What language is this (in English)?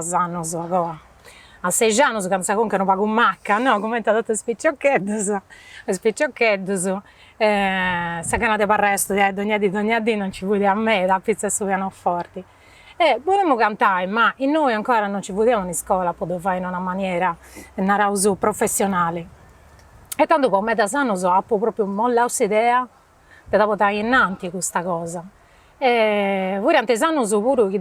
Sardinian